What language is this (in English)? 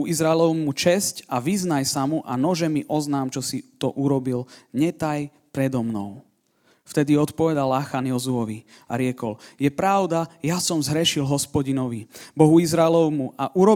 Slovak